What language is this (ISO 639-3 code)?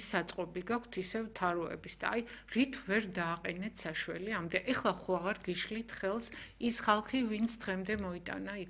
kat